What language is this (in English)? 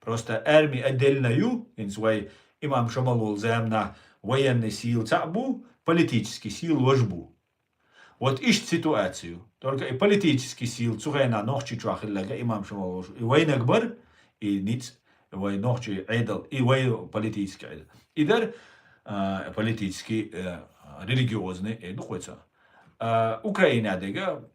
Chechen